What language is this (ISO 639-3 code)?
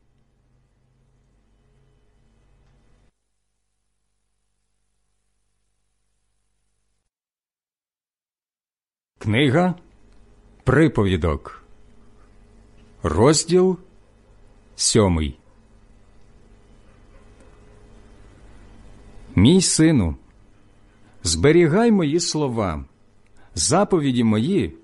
ukr